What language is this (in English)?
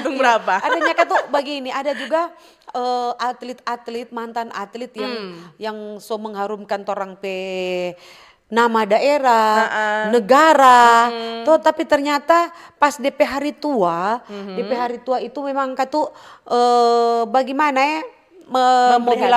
Manado Malay